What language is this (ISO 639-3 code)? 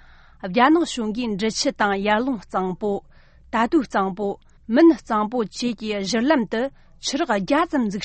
bod